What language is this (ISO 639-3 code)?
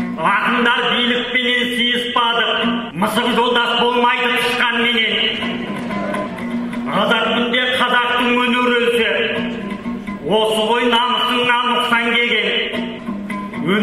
kaz